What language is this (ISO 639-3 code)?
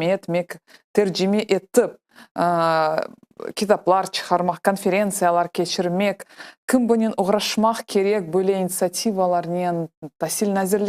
crh